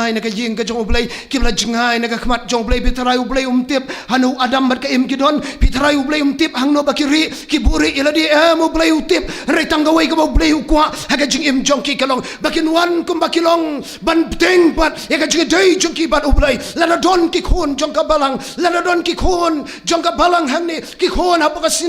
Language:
Khasi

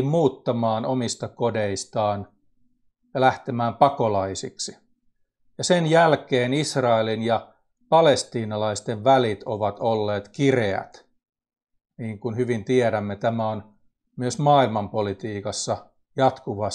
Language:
Finnish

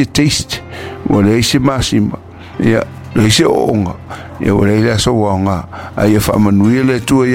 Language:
Samoan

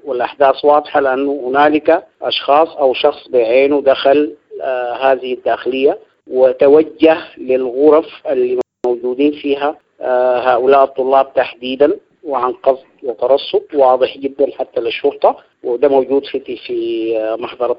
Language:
Sudanese Arabic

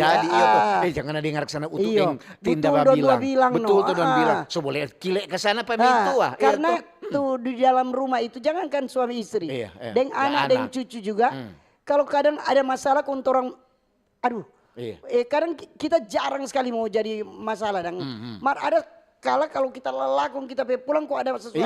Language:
Manado Malay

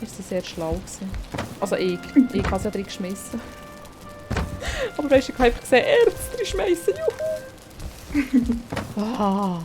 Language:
Swiss German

